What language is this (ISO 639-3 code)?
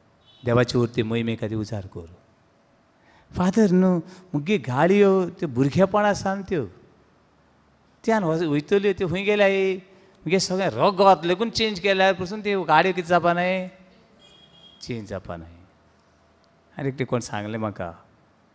kok